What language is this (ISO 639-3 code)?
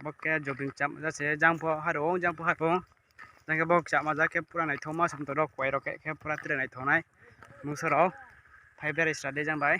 ria